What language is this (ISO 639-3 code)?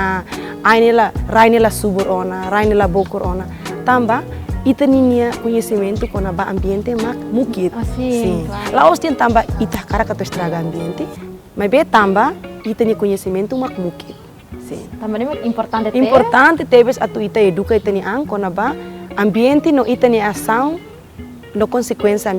tet